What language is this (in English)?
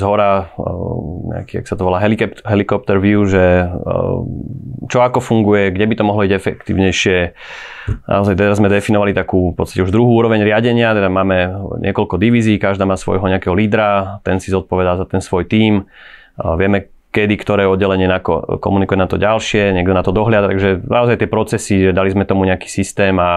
Slovak